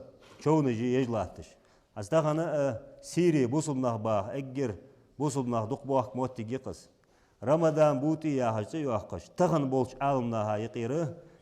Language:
Ingush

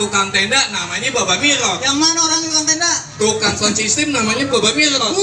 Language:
Betawi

